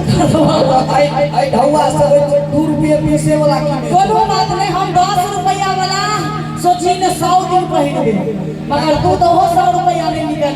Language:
Maithili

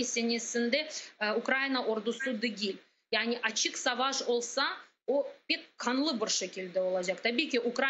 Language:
Crimean Tatar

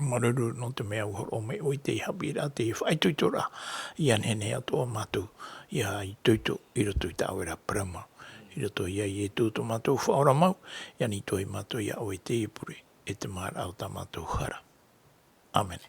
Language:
Tahitian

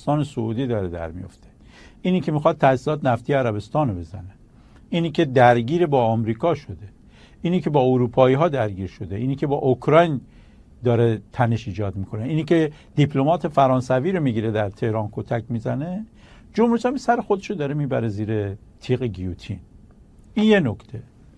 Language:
Persian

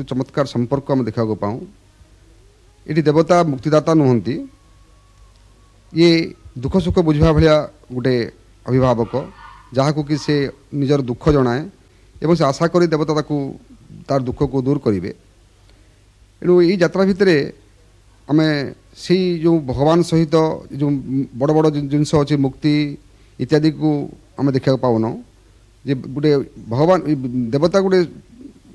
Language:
Odia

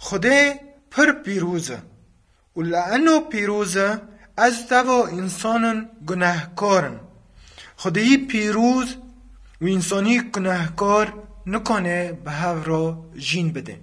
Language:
Kurdish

